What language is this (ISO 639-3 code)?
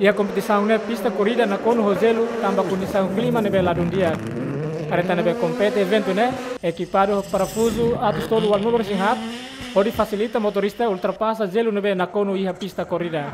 tet